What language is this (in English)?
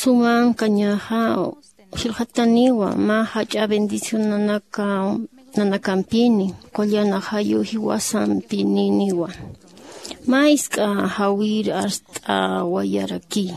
Aymara